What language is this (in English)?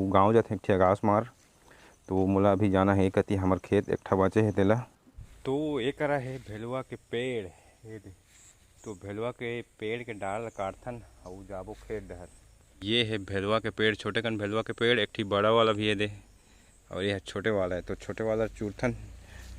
Chhattisgarhi